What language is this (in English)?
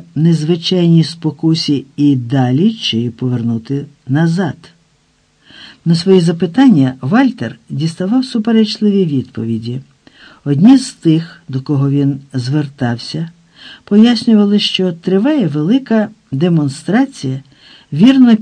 Ukrainian